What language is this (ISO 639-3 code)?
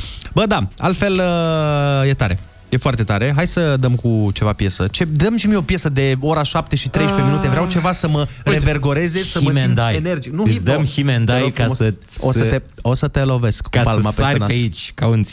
ron